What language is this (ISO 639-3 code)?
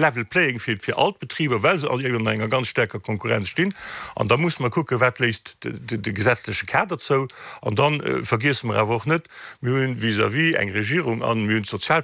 ltz